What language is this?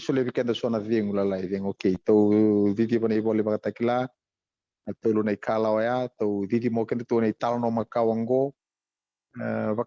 Fijian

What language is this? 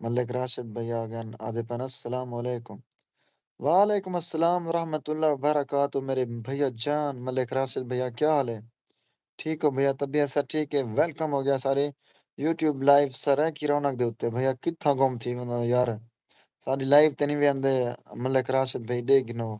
Saraiki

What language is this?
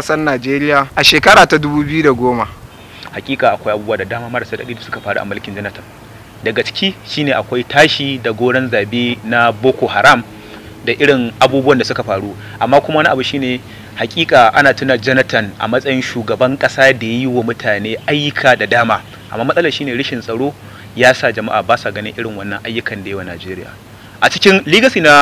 Hausa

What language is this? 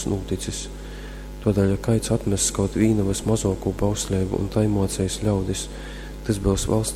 Latgalian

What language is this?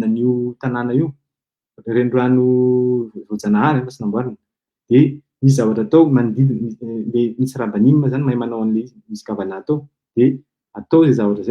Malagasy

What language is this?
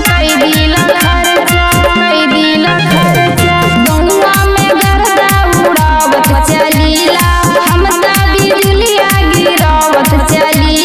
Bhojpuri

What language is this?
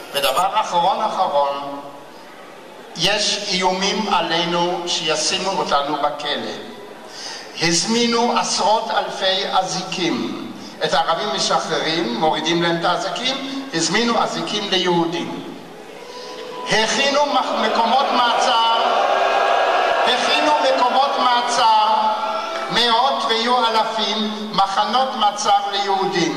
Hebrew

